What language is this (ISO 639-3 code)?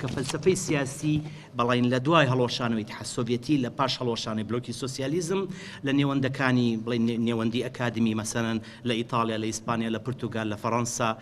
ckb